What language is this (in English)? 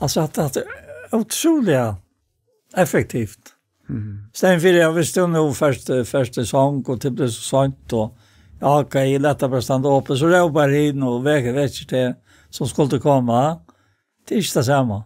Faroese